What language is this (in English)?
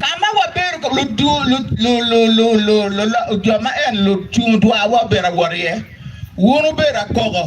Acoli